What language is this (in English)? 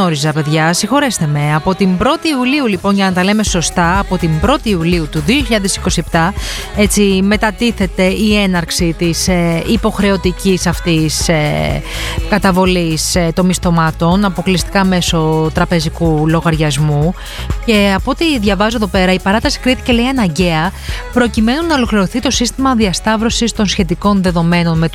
Greek